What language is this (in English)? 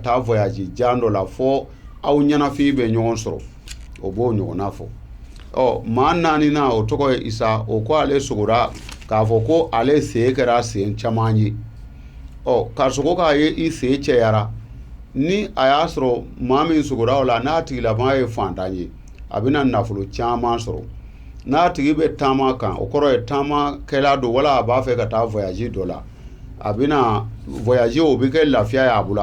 Bambara